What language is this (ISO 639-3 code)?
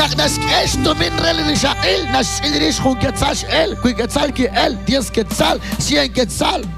kek